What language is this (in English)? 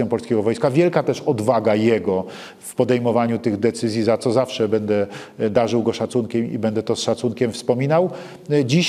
Polish